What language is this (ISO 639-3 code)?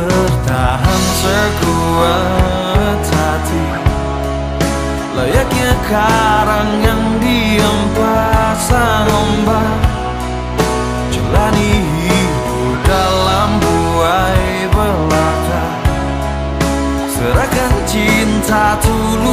ind